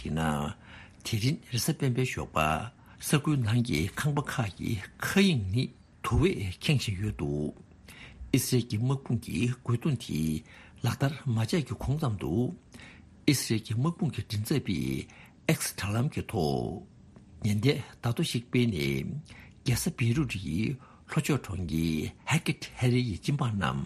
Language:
Tibetan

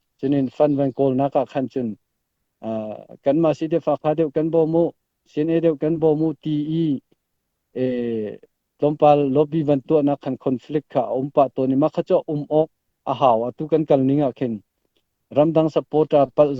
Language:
Falam Chin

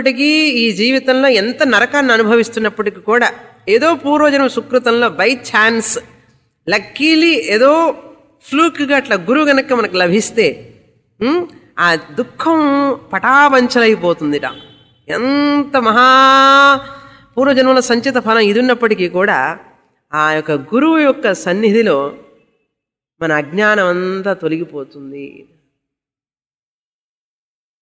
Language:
Telugu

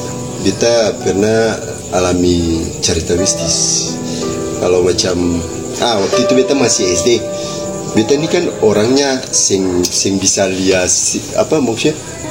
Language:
Ambonese Malay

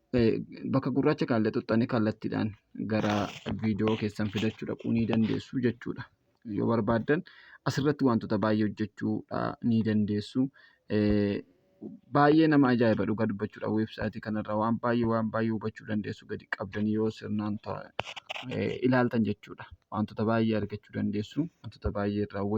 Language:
Oromo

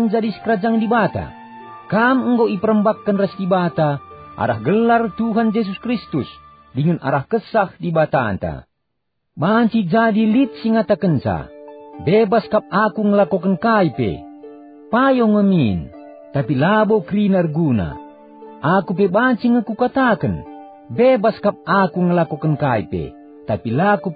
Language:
Batak Karo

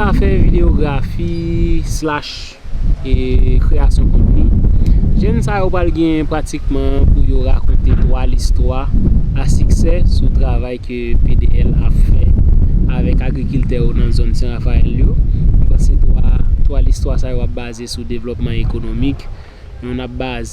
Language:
Haitian Creole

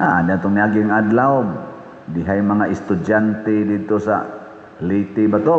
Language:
Cebuano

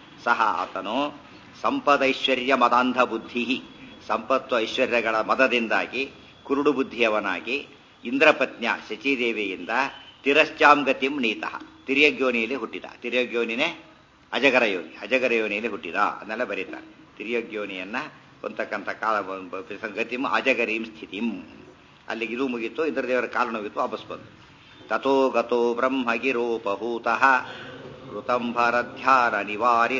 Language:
Kannada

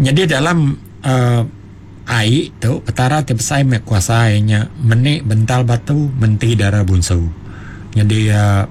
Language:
Iban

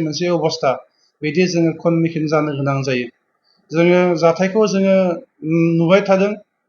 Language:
Bodo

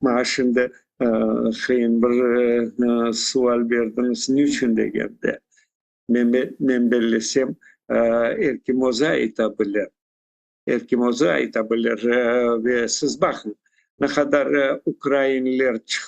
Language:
Crimean Tatar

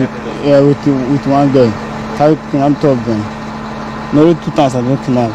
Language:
Nigerian Pidgin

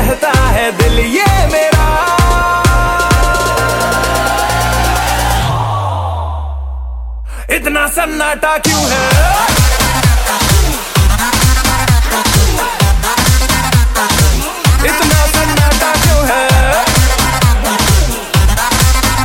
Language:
Hindi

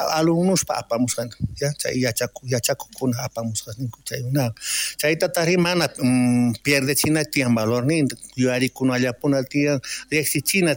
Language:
South Bolivian Quechua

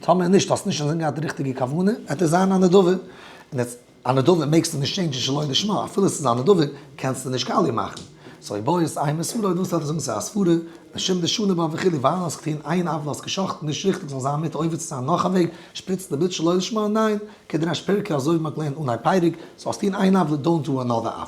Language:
Yiddish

